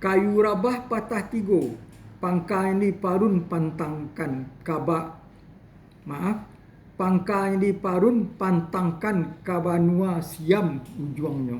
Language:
Minangkabau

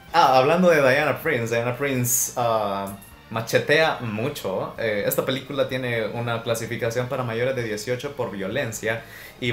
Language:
Spanish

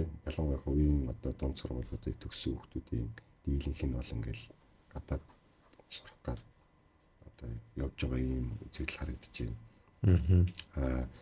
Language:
Mongolian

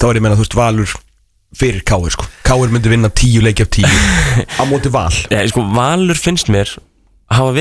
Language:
Icelandic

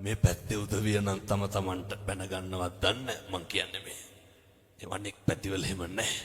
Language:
Sinhala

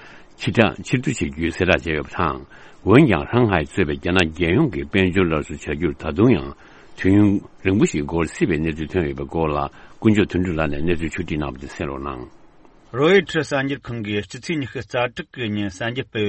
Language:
Tibetan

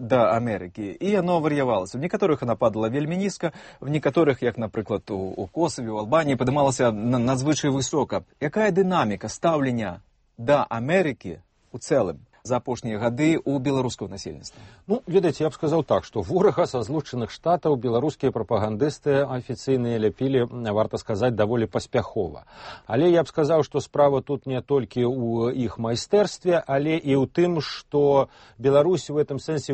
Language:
Belarusian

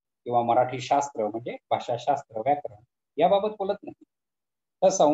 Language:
Marathi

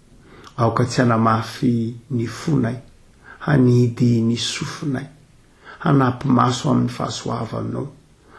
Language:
Malagasy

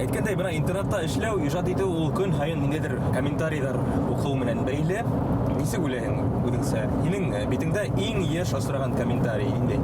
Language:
Bashkir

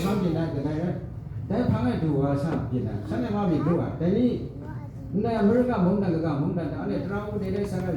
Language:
Kachin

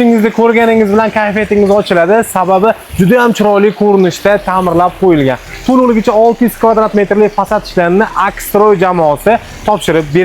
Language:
Uzbek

